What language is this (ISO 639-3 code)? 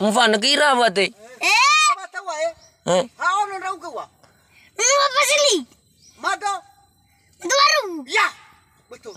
nia